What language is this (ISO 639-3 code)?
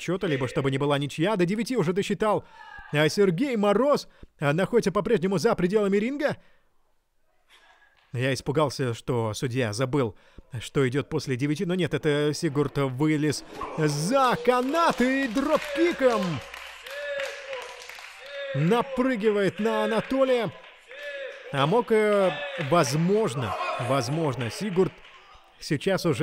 rus